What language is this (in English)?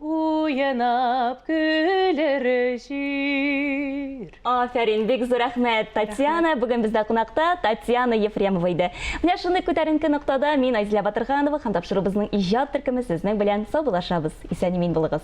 Tatar